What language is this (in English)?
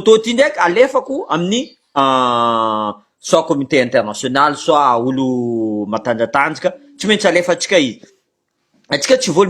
Malagasy